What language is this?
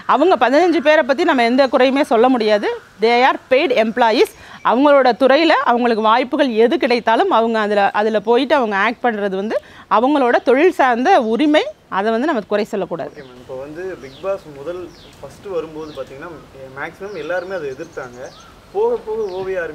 Tamil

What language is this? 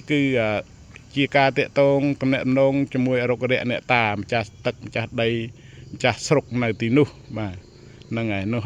Khmer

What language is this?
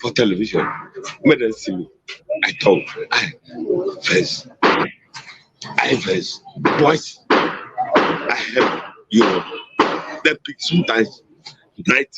Nigerian Pidgin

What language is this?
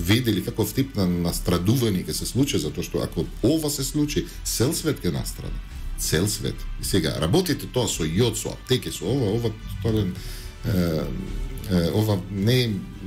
Macedonian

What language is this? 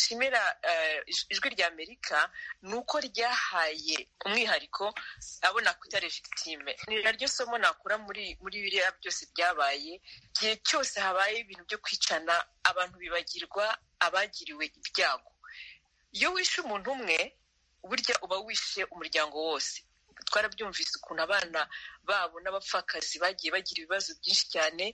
Kinyarwanda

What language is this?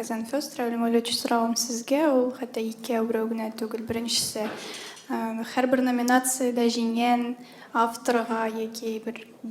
Tatar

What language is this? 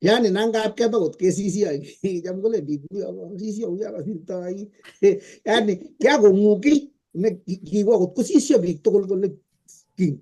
Kalenjin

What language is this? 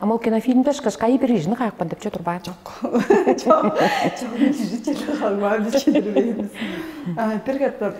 Tuvinian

